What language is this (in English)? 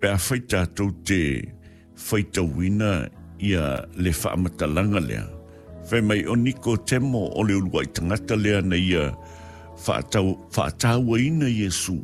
Samoan